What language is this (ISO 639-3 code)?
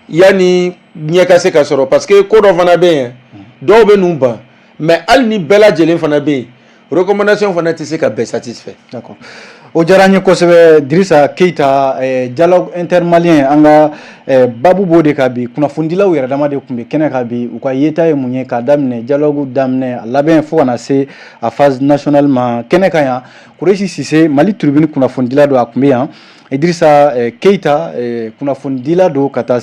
bam